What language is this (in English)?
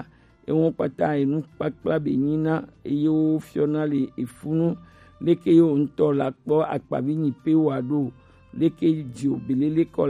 Gen